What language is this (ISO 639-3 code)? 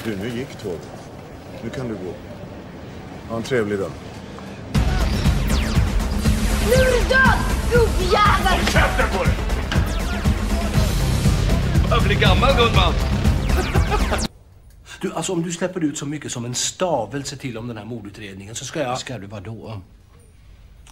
swe